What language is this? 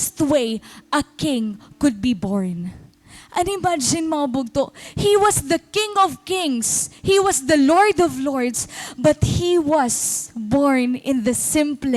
Waray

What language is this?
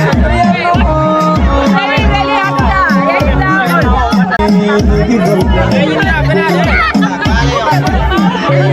Fula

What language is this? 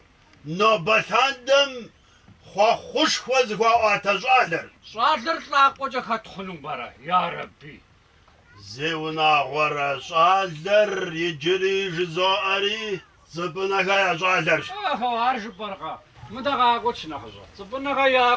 Kabardian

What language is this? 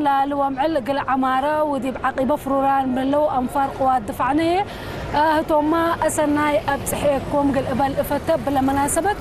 Tigrinya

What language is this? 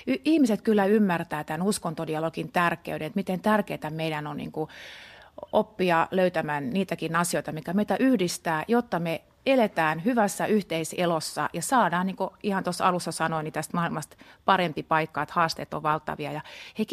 Finnish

